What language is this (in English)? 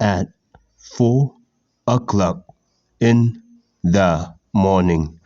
Khasi